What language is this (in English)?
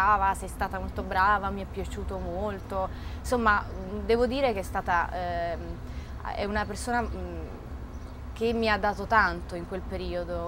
Italian